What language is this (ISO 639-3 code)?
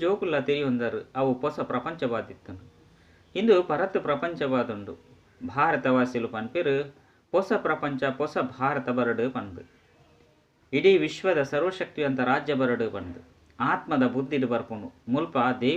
tcy